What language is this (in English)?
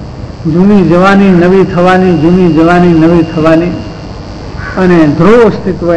Gujarati